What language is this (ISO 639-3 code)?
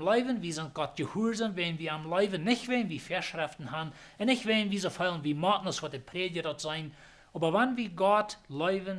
pdt